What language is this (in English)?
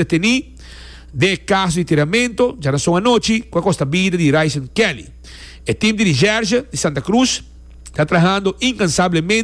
Papiamento